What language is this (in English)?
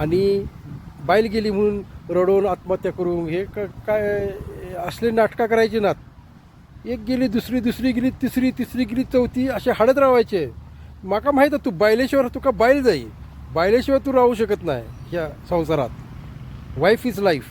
Konkani